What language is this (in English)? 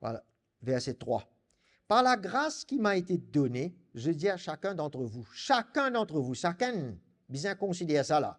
Morisyen